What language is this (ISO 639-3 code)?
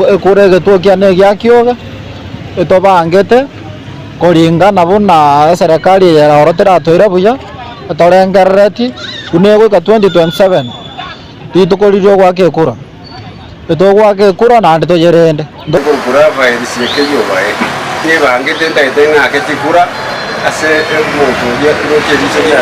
guz